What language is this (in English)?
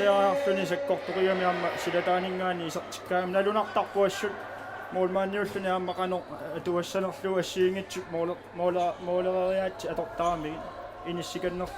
Kalaallisut